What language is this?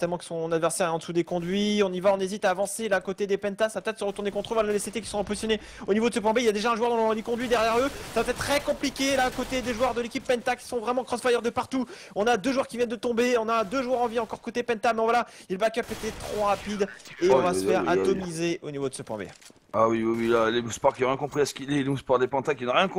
French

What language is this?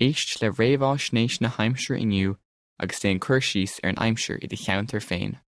Irish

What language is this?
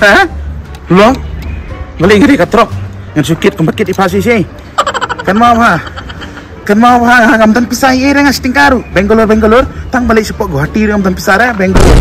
Khasi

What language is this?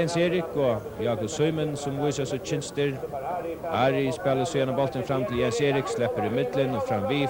Faroese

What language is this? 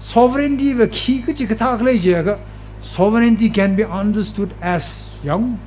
Tangkhul Naga (India)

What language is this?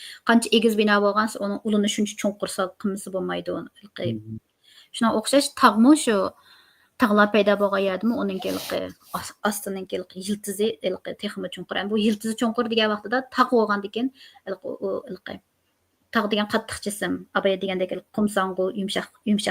Uyghur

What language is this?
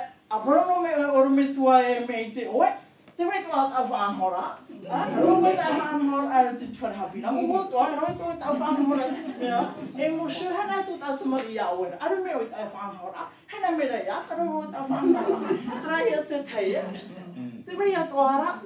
Tahitian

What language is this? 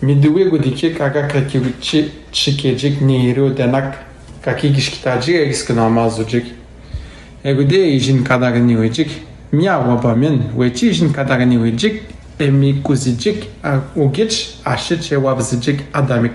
Atikamekw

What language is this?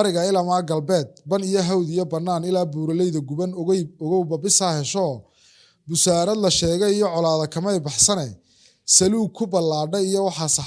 Somali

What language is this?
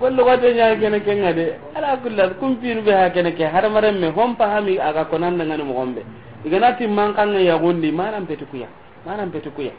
Soninke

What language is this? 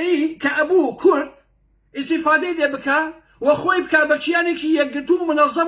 Central Kurdish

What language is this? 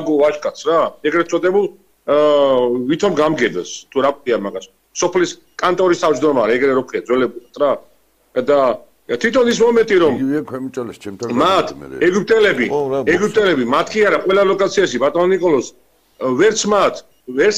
Georgian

